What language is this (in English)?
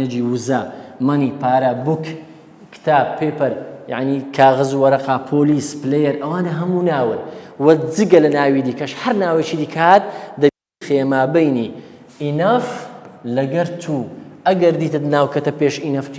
Central Kurdish